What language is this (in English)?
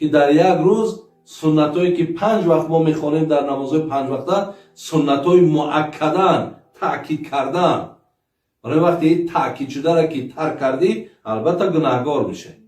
Tajik